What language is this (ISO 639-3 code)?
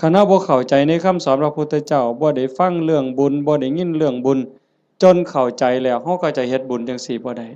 lao